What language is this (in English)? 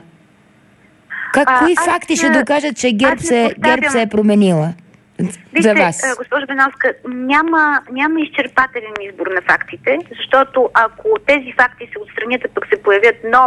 Bulgarian